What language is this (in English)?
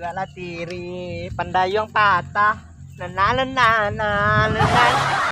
Minangkabau